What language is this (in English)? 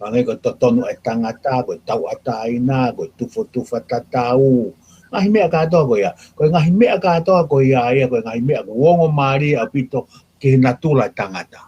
Tongan